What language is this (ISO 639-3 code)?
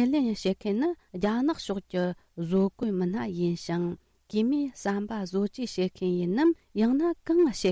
bod